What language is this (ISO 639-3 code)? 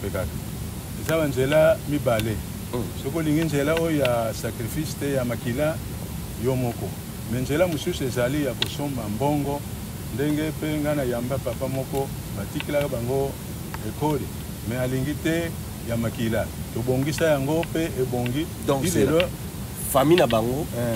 lin